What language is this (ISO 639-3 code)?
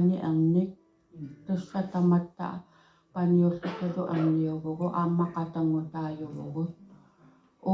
kal